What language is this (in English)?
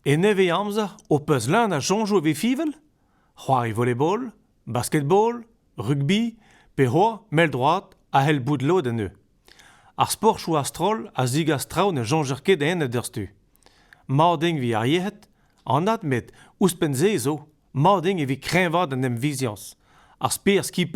Breton